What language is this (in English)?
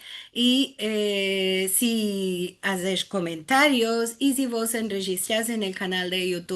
Ladino